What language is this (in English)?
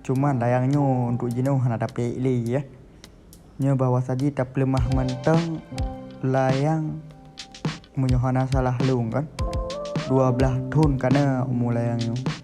Achinese